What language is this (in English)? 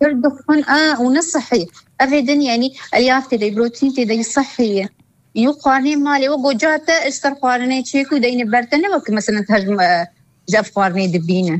Kurdish